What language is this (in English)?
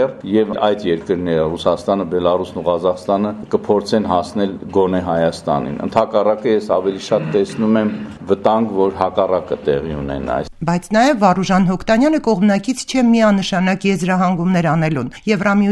Armenian